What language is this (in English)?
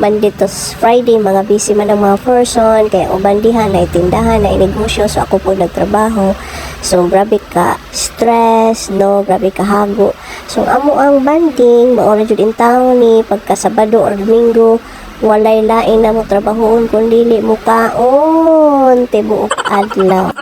Cebuano